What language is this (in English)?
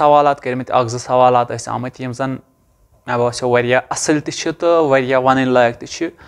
Kashmiri